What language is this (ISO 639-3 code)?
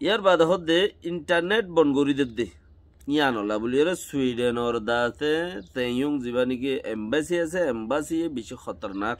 rhg